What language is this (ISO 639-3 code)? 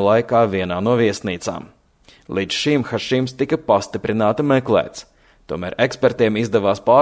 lav